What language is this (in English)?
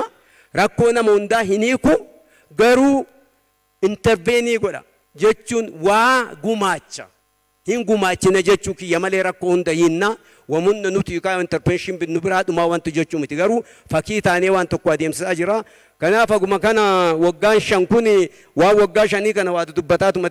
Oromo